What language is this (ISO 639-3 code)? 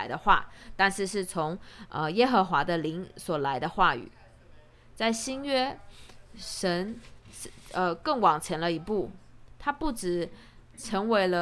zho